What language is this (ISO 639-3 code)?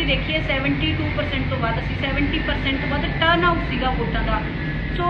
pan